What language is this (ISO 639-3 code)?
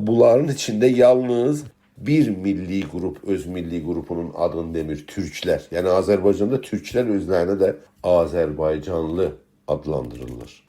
azb